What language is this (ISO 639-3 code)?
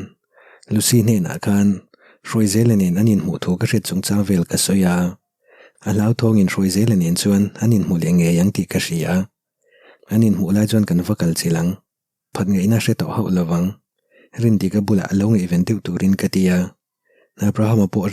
lus